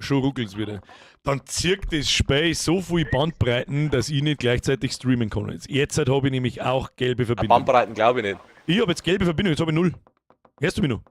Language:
Bavarian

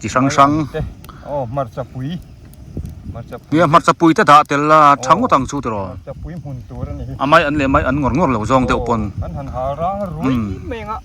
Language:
Biete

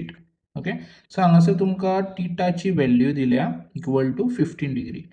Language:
Konkani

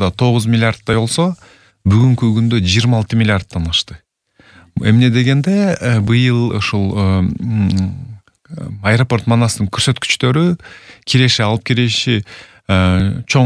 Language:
Kyrgyz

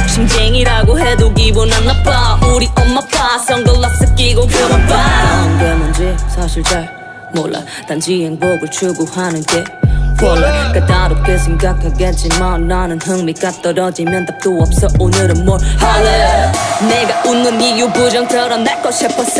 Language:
Korean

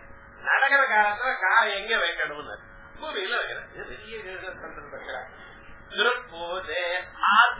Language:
Tamil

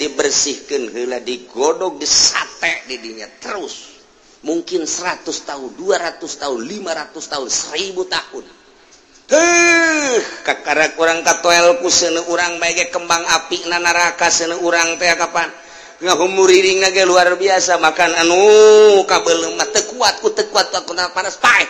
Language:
Sundanese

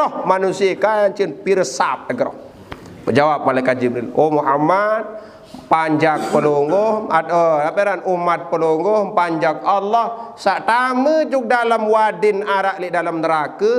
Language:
Sasak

